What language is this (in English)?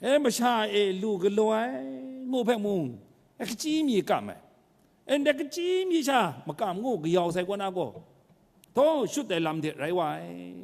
Kachin